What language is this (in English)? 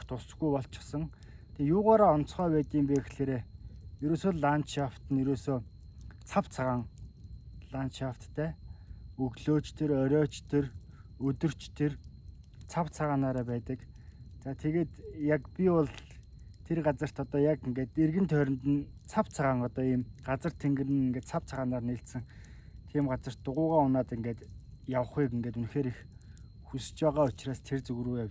Mongolian